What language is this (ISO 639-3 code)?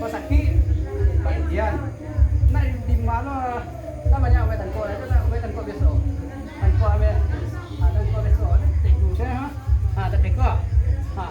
min